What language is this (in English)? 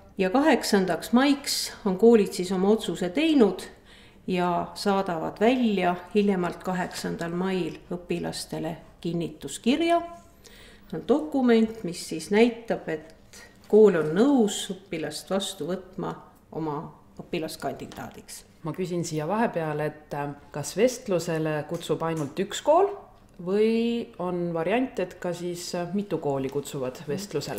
Estonian